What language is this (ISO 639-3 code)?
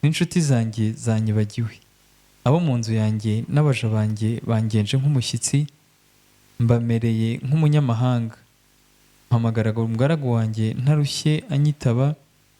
kin